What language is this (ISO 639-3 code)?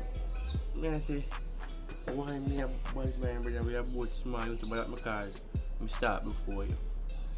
jam